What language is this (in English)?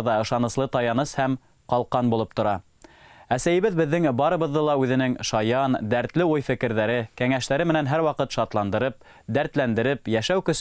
Bashkir